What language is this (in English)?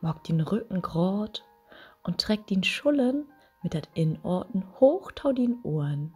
Low German